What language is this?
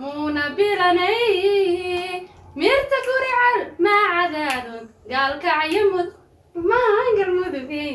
Somali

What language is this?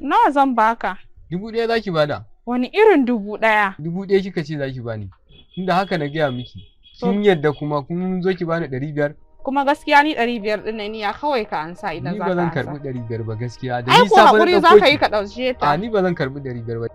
Hausa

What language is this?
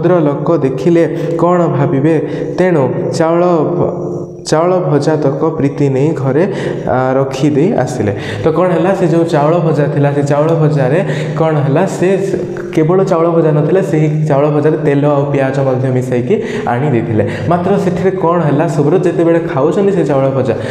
Odia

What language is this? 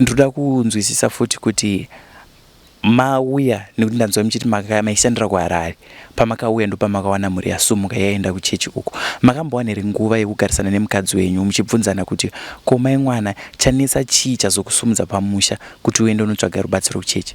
Shona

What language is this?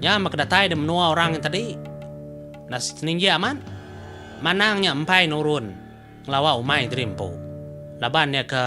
Iban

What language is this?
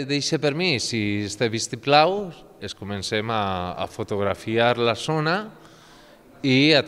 Catalan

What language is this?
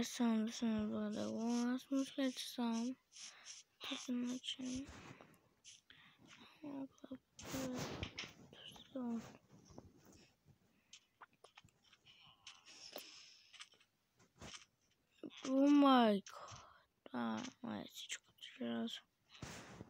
Bulgarian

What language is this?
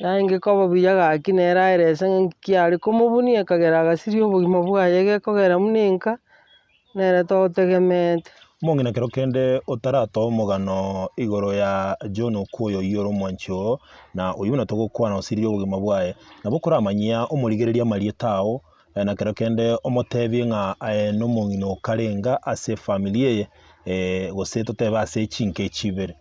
Gusii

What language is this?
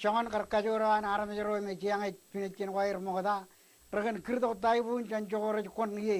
Marshallese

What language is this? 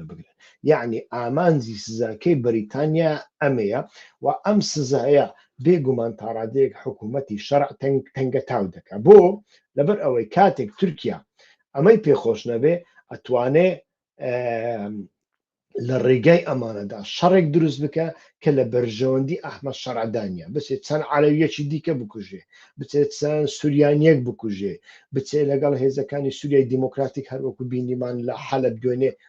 Central Kurdish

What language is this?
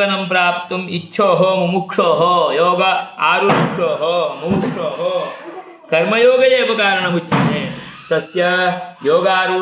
Sanskrit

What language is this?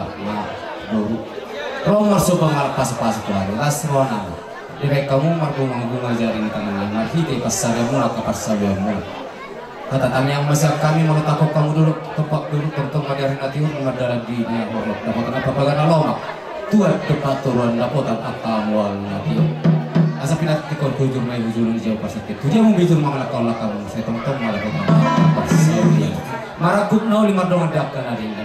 Batak Toba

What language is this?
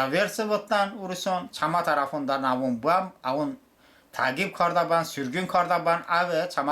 Talysh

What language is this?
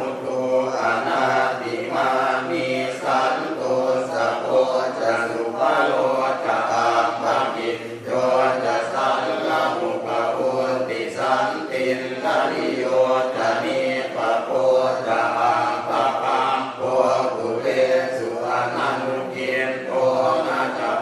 Pali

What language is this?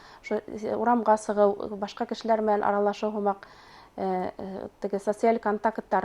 Bashkir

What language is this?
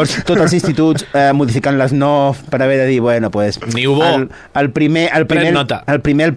Catalan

